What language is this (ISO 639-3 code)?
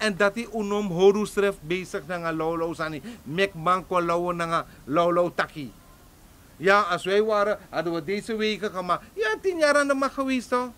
srn